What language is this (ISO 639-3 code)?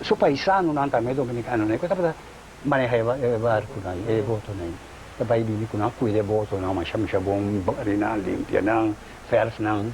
pap